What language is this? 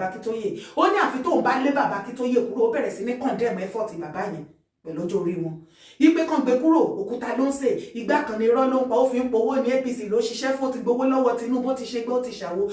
Yoruba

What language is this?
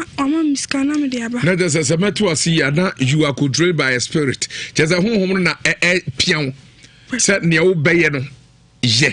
Akan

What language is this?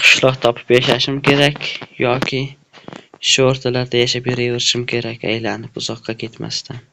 Uzbek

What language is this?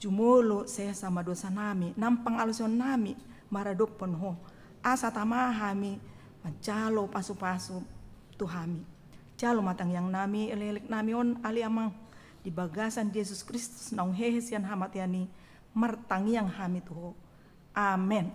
Batak Toba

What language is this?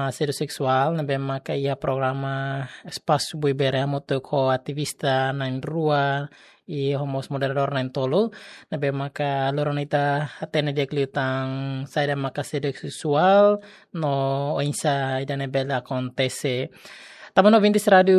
Tetum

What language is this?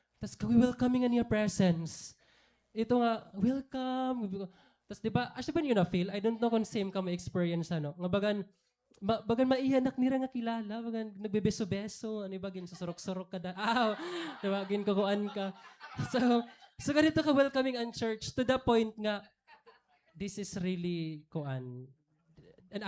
Waray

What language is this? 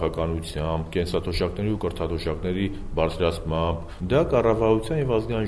Armenian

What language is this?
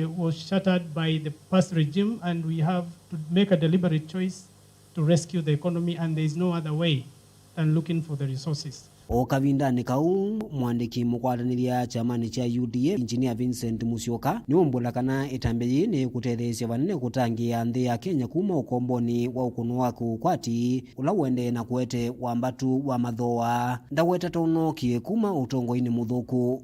Kamba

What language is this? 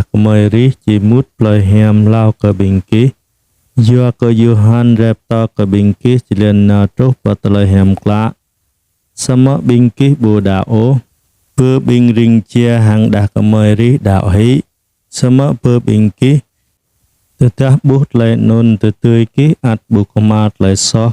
Jarai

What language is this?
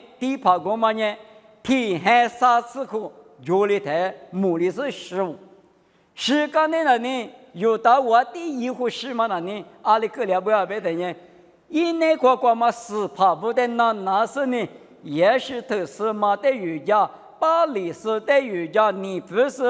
Lisu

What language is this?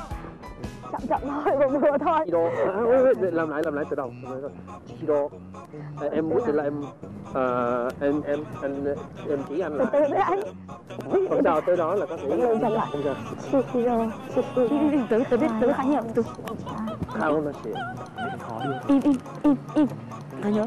Vietnamese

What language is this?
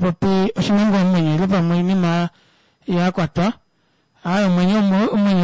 Kuanyama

